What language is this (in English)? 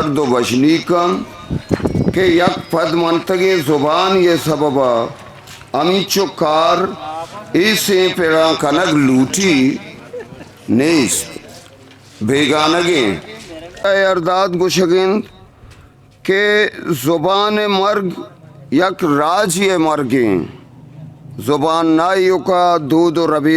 Eastern Balochi